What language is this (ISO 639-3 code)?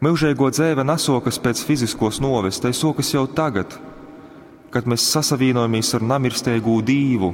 ltg